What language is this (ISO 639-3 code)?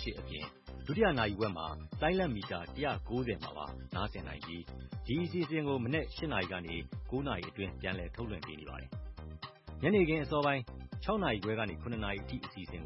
mya